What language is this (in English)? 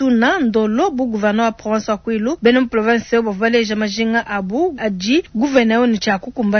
Luba-Lulua